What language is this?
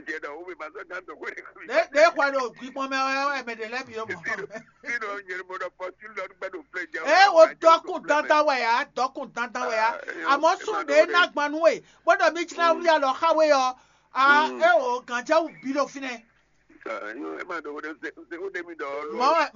Fon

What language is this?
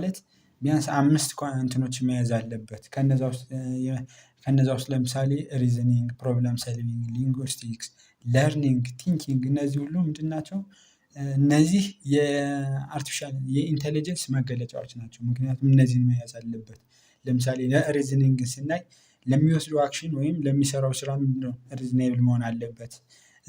Amharic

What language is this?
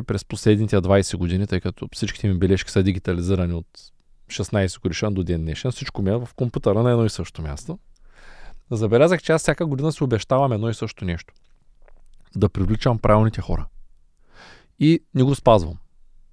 Bulgarian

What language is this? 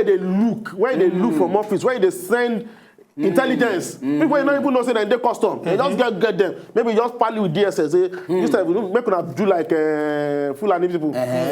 Nigerian Pidgin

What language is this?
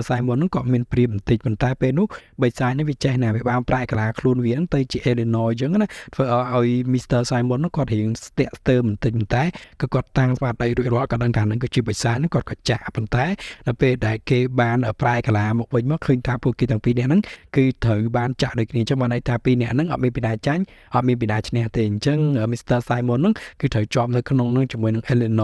Khmer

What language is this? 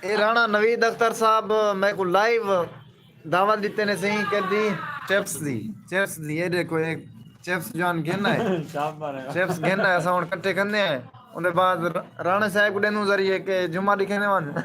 Saraiki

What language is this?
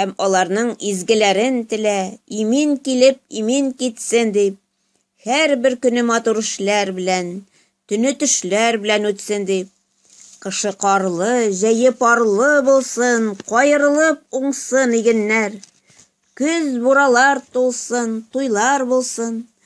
Tatar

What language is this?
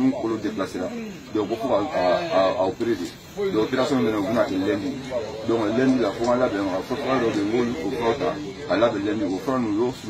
Bambara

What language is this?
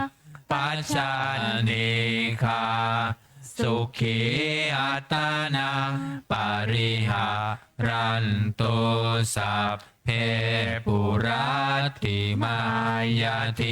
Pali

